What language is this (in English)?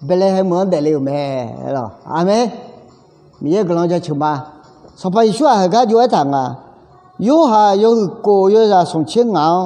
Akha